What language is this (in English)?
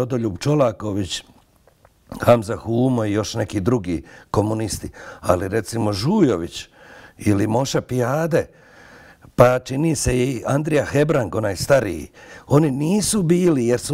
Bosnian